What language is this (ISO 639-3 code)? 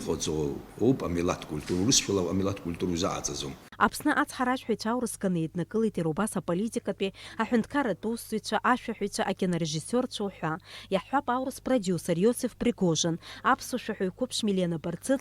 abk